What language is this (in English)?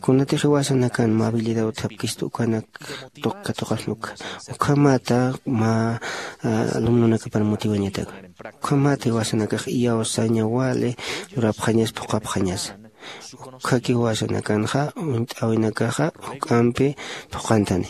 Aymara